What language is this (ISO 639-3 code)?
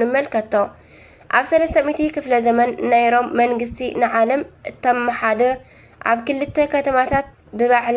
tir